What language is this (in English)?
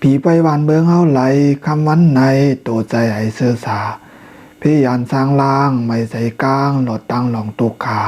Shan